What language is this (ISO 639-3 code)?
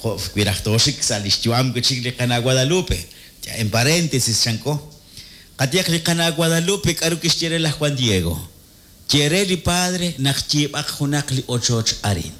kek